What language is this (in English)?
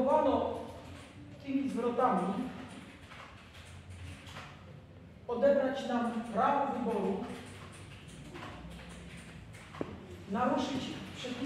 Polish